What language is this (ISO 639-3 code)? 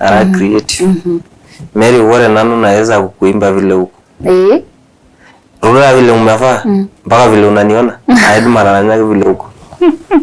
mas